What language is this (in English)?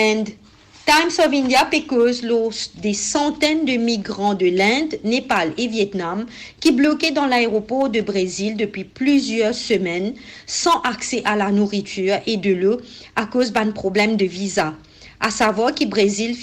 Morisyen